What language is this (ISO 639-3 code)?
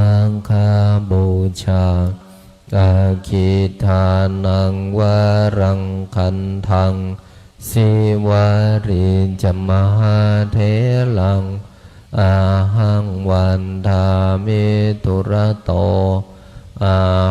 pli